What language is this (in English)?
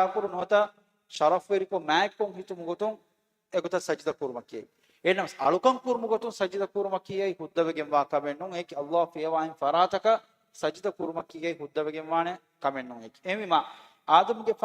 Divehi